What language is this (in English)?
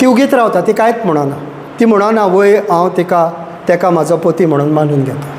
Konkani